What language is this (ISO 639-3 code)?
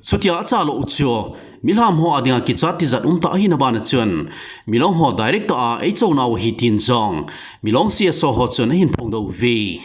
tcz